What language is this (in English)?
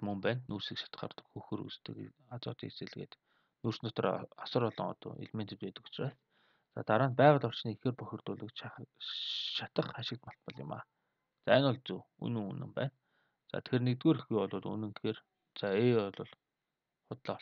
Mongolian